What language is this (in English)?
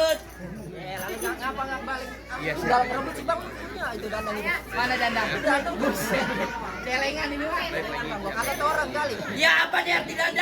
Betawi